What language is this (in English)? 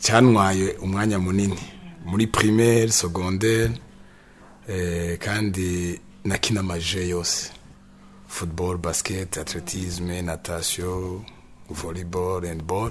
Rundi